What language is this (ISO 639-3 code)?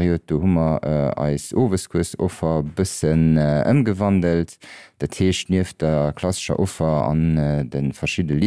ltz